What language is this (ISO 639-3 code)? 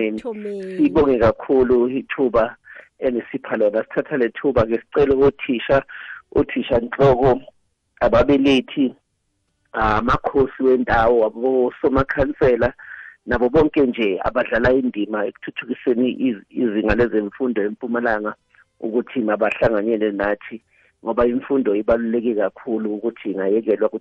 nbl